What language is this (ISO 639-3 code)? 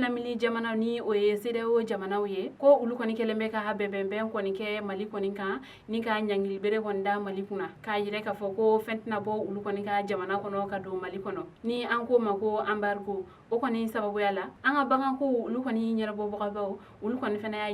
bam